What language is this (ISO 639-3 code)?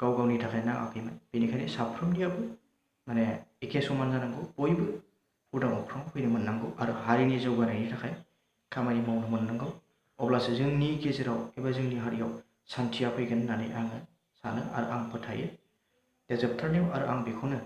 brx